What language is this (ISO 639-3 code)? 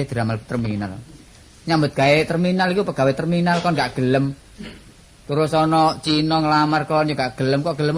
jav